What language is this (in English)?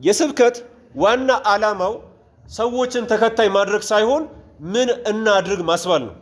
Amharic